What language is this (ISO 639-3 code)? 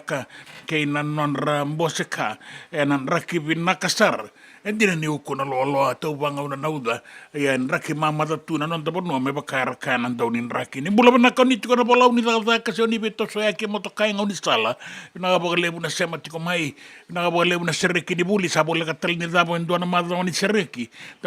fij